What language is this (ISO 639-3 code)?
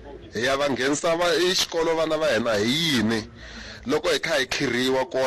tso